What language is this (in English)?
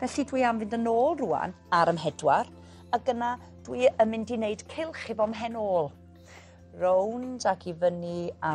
Welsh